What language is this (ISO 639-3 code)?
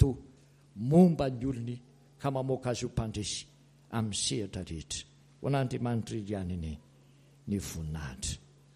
mlg